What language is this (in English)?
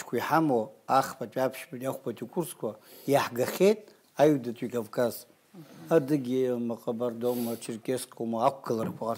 Abkhazian